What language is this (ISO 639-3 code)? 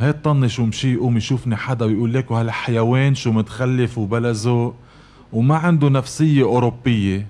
apc